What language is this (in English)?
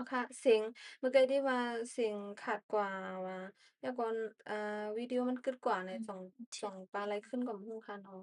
Shan